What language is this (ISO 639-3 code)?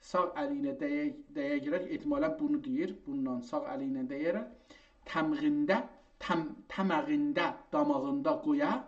azb